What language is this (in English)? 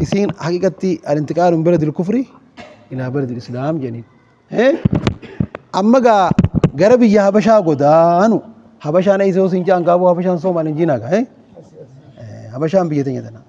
Oromo